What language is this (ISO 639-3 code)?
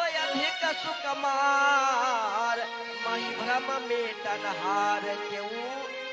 mai